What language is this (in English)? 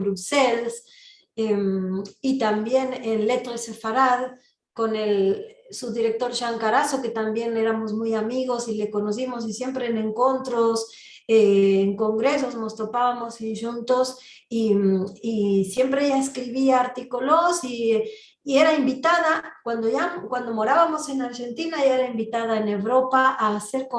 Ladino